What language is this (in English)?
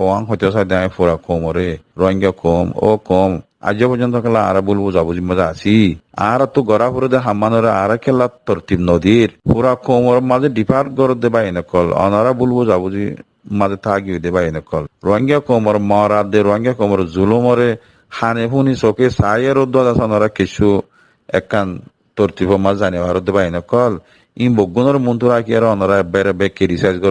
Rohingya